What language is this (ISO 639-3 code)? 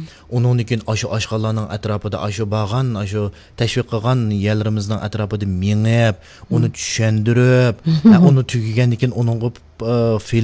uig